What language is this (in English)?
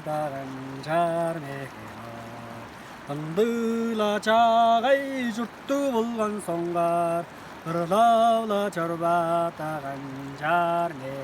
Tuvinian